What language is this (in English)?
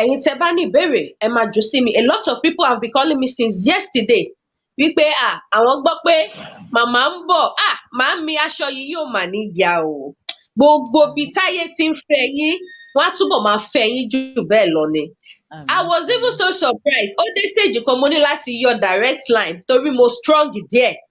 Yoruba